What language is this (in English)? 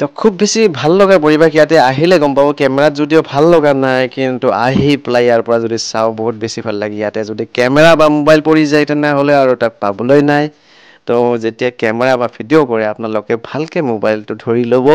Assamese